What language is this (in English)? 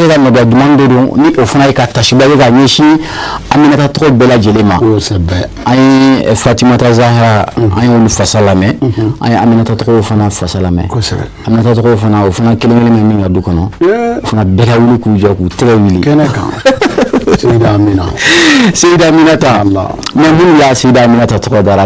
Bambara